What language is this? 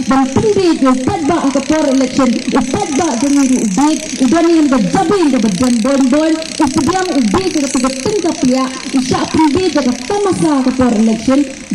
Khasi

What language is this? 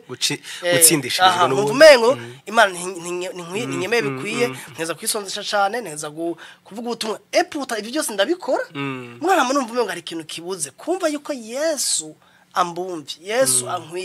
Rundi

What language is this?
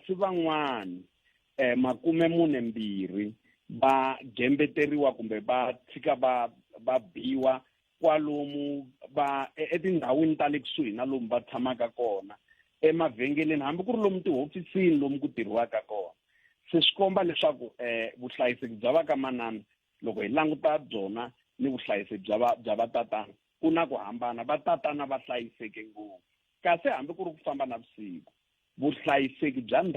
Tsonga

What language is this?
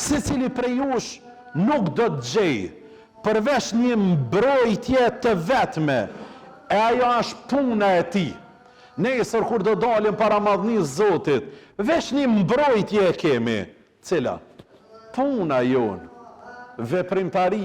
Albanian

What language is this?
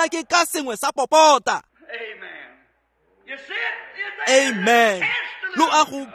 Tswana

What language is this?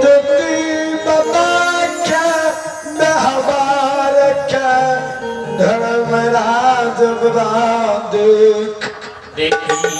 Maithili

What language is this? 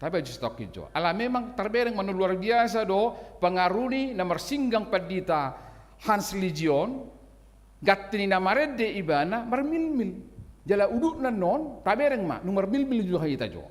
Batak Toba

